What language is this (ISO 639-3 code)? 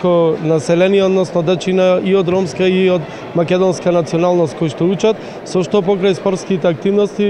mkd